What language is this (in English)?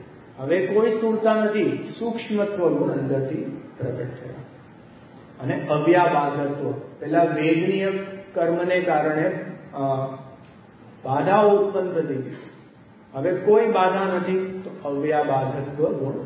Gujarati